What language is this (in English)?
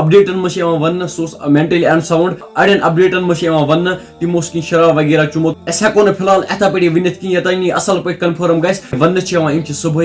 Kashmiri